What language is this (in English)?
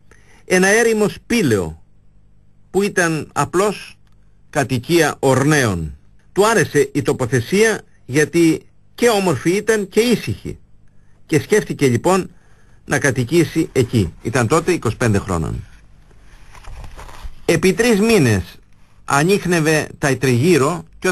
Greek